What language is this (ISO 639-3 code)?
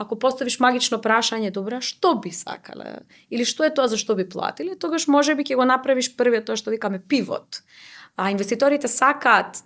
mkd